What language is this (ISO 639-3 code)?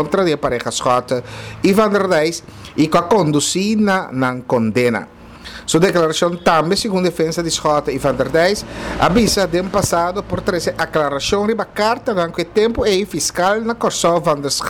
pap